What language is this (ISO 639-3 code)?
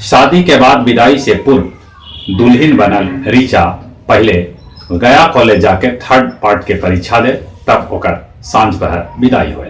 mag